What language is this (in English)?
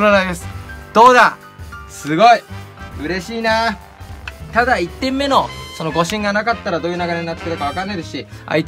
Japanese